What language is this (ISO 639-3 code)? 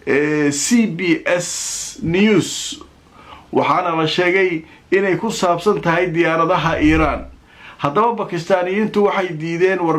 som